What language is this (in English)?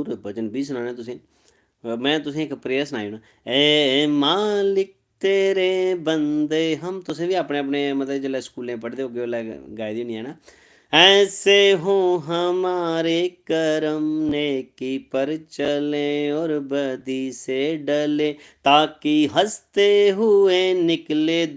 Dogri